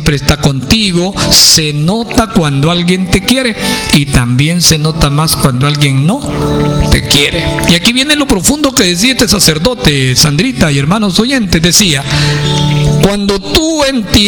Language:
Spanish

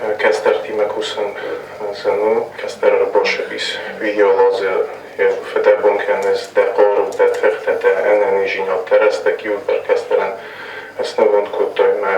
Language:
Ossetic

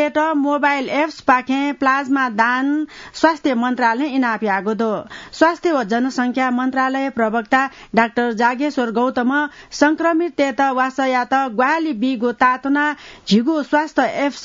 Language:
Newari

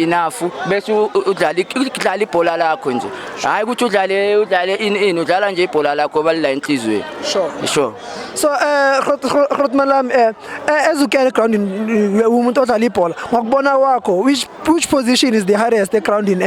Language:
Zulu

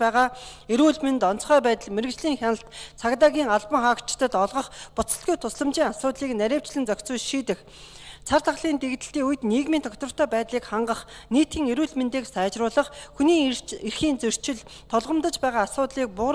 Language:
Mongolian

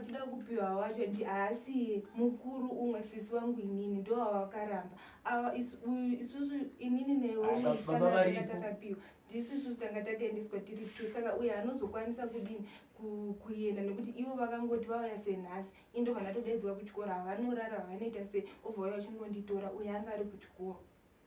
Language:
Shona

